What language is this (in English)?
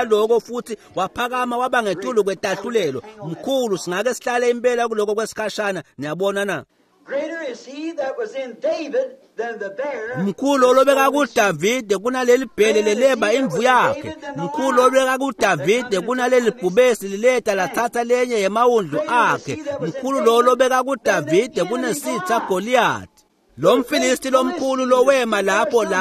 Swati